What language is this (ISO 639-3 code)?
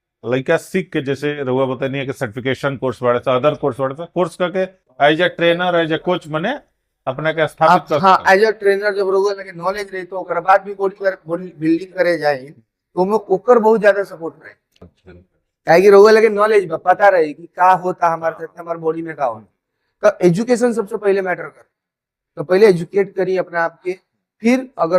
bho